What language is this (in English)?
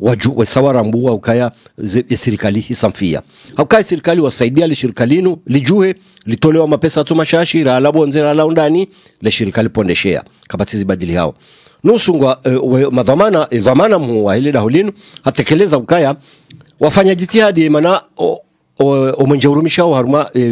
Swahili